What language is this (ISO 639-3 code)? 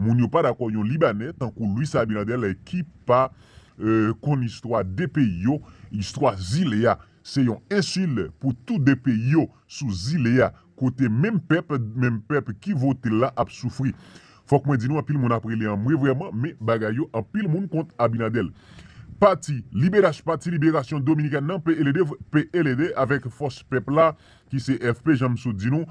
hat